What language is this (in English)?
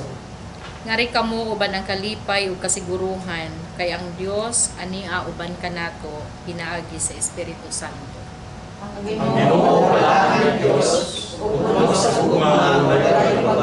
Cebuano